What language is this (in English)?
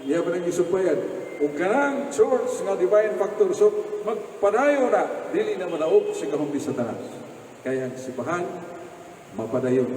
Cebuano